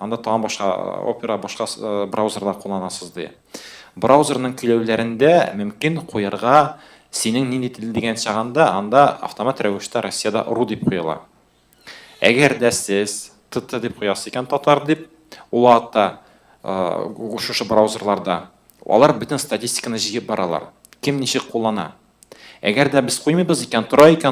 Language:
Tatar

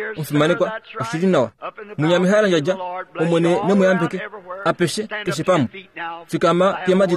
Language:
Kuanyama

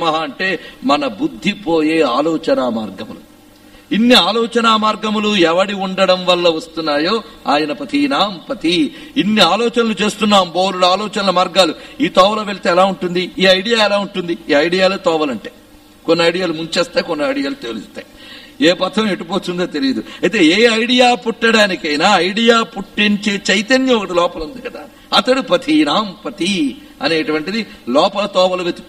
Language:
Telugu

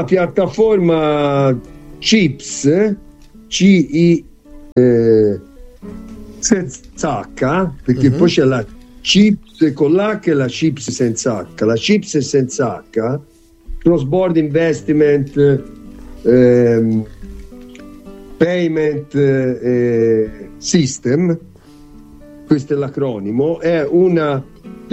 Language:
Italian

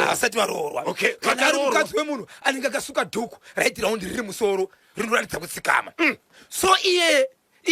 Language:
Shona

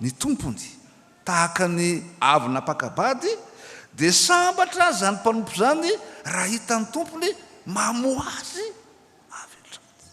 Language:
Malagasy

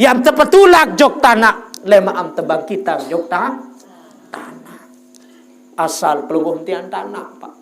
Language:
Sasak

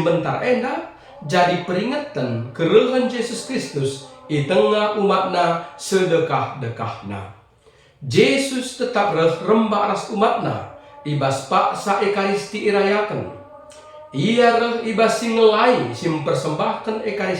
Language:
Batak Karo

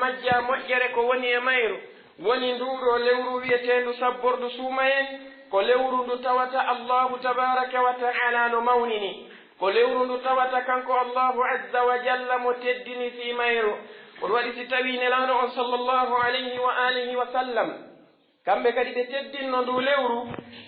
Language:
Pular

